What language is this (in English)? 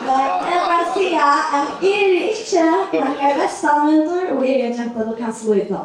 Faroese